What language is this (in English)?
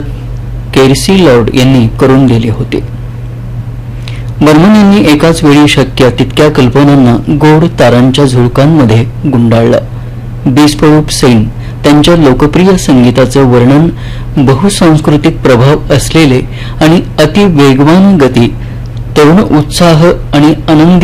Marathi